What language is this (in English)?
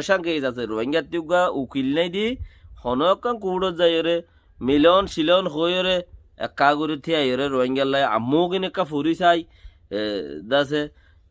Rohingya